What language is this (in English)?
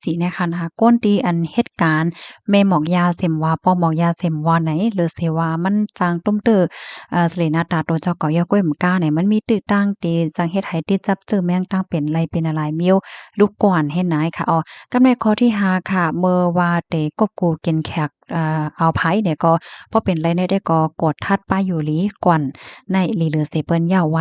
Shan